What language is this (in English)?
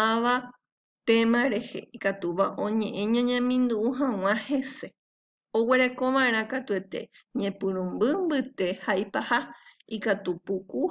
Guarani